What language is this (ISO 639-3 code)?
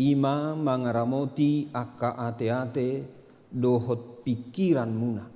bbc